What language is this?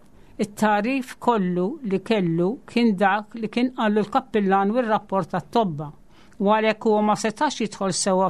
Maltese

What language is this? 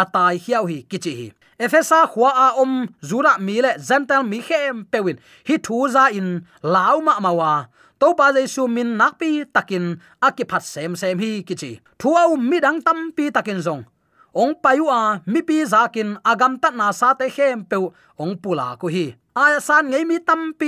Tedim Chin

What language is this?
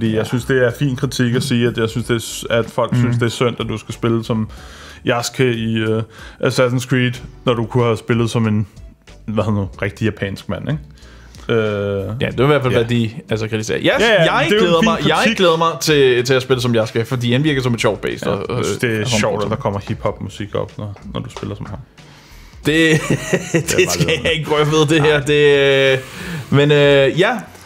Danish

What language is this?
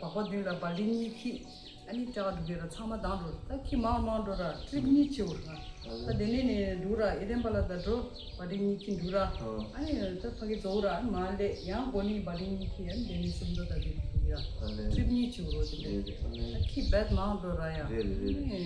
Tibetan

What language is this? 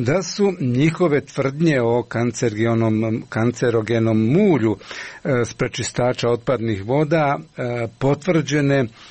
Croatian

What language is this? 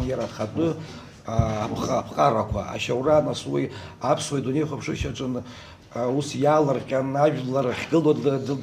Abkhazian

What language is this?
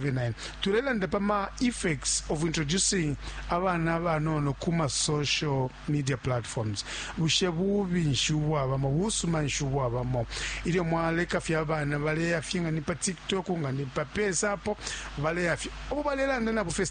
Bemba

